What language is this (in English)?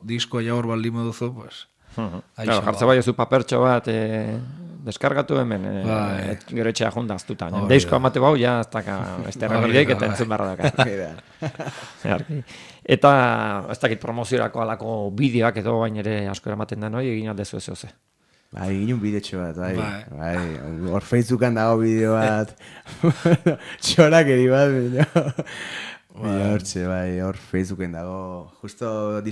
Basque